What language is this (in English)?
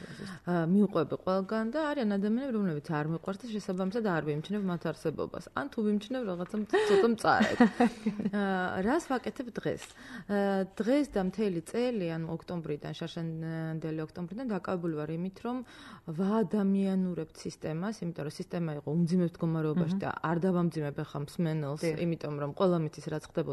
Georgian